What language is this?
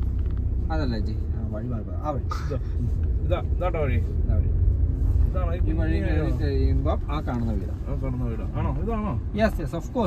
Malayalam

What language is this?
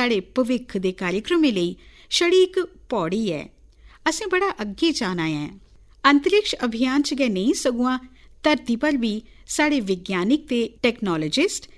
Dogri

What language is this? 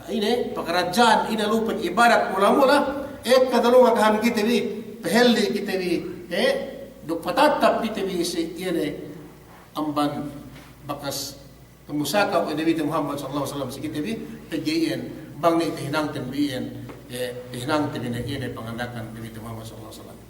Yakan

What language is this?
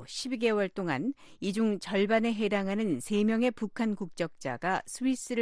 Korean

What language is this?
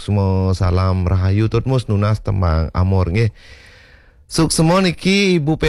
Balinese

